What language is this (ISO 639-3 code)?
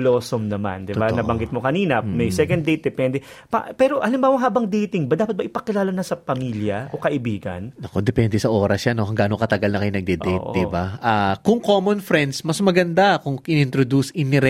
fil